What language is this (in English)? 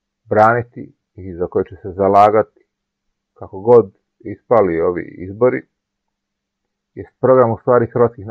Croatian